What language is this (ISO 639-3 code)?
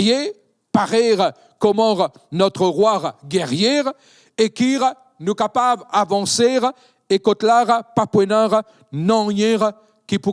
mfe